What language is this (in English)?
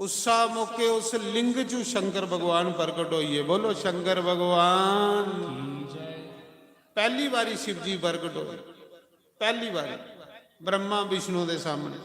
Dogri